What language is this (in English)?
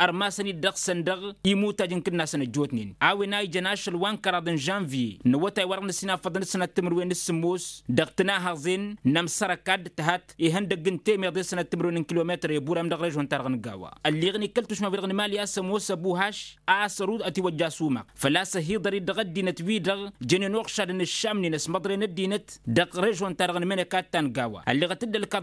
Tamasheq